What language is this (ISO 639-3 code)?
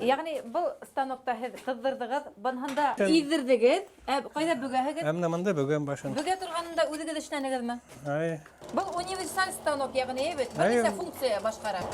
bak